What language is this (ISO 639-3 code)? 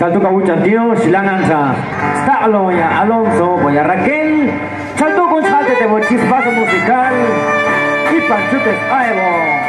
jac